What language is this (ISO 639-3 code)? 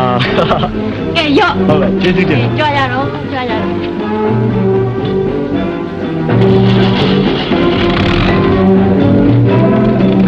mya